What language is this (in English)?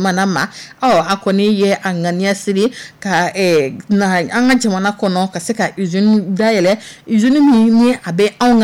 Dyula